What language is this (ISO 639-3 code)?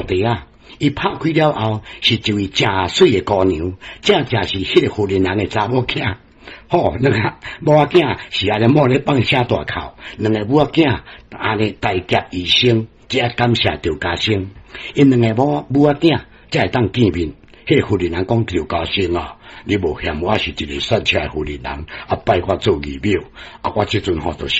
nan